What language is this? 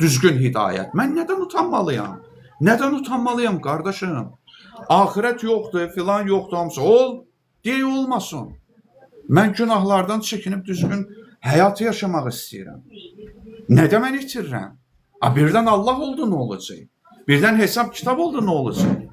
Azerbaijani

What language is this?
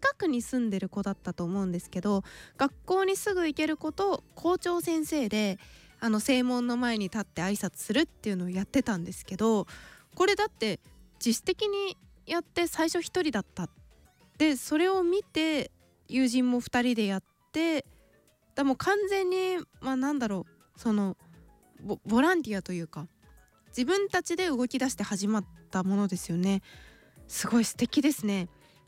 Japanese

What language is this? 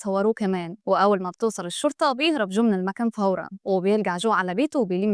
Egyptian Arabic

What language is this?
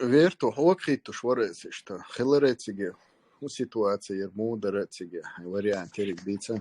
Chechen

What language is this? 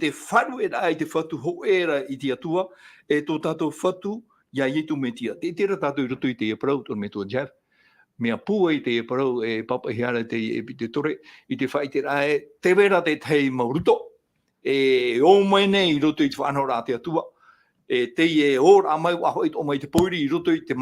Tahitian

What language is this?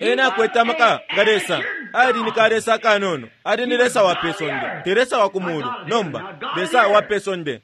Bemba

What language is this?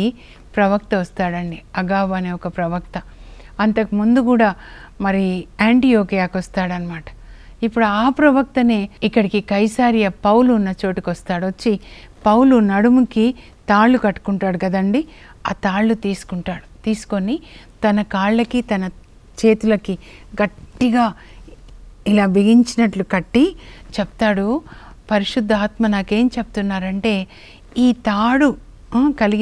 Telugu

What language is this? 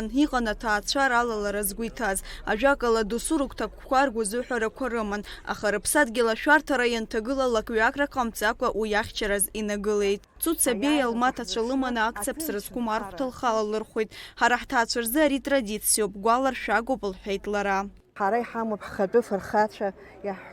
Abkhazian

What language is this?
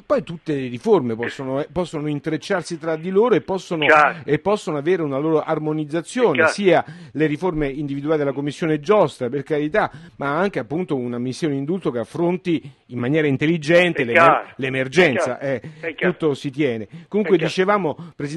Italian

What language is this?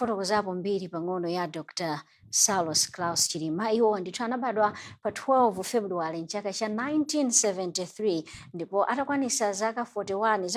Nyanja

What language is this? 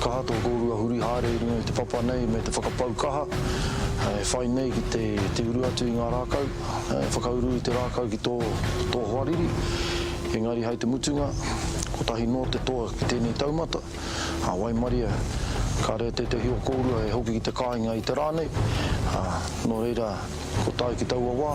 Māori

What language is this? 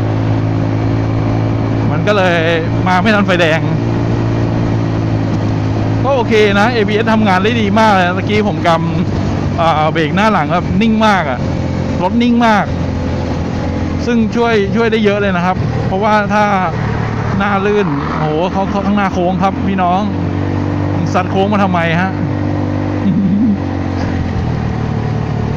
Thai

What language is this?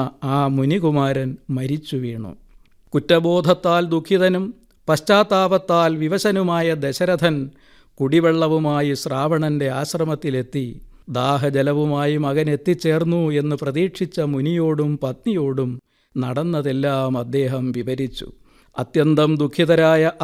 Malayalam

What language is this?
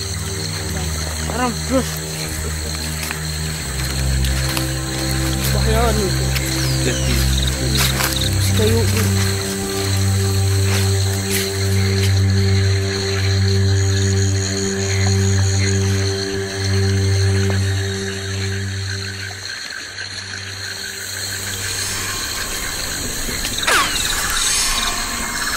Malay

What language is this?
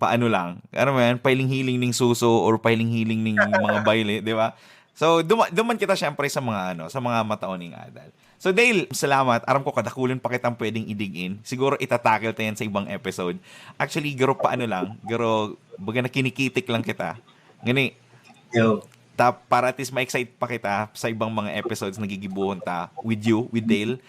Bikol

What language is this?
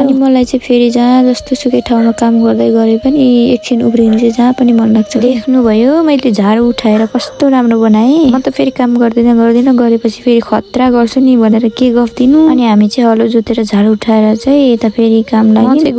Nepali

